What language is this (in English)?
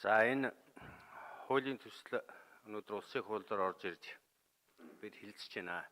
Mongolian